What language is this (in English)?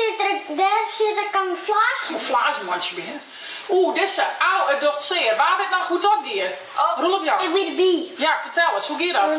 Western Frisian